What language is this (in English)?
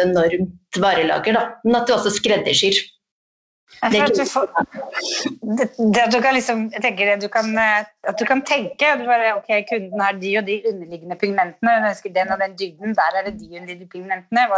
Norwegian